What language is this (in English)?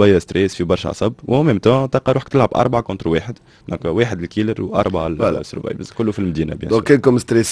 Tunisian Arabic